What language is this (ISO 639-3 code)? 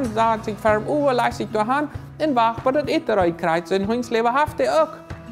pdt